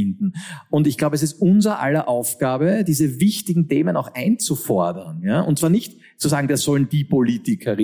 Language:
German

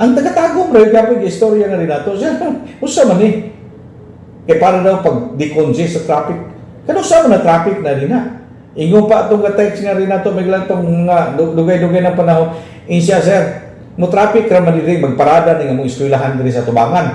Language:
Cebuano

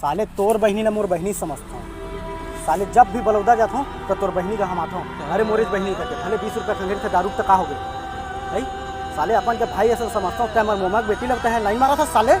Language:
Chhattisgarhi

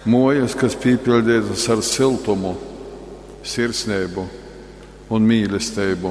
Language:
Latgalian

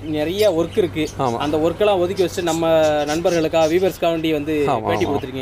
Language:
Tamil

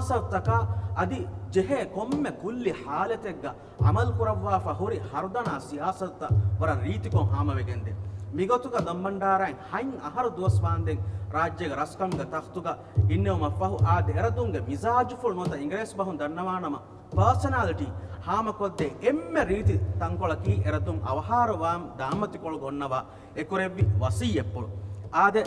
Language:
Divehi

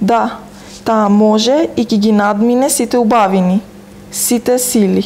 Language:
Macedonian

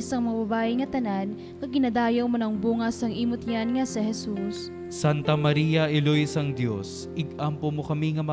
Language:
Hiligaynon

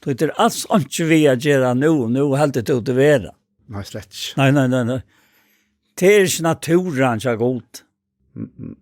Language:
Faroese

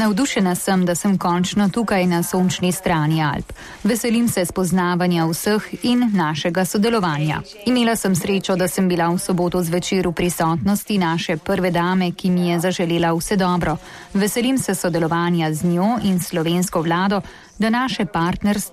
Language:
Slovenian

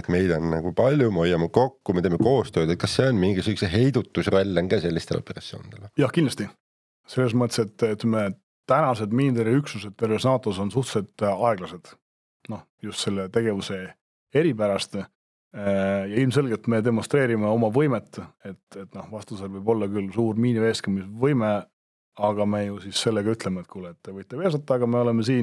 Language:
Estonian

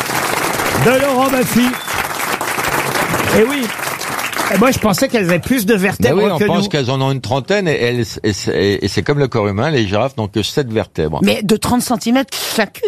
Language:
French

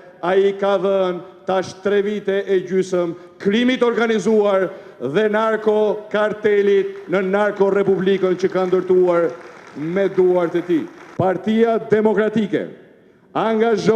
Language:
Albanian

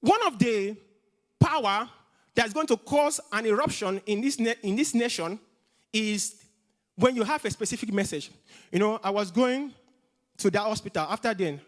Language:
English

